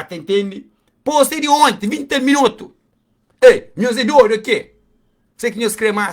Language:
Kabuverdianu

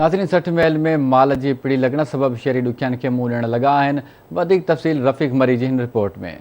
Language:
Sindhi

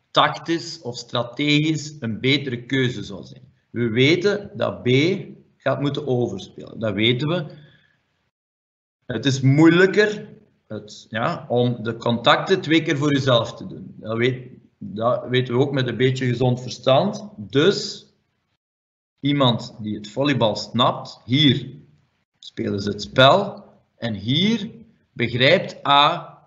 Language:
Dutch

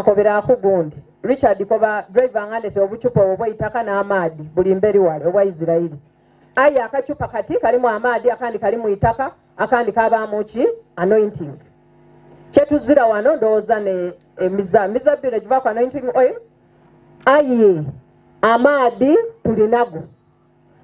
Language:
Soga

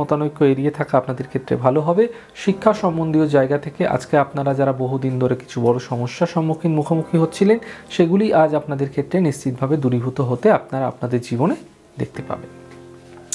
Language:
Bangla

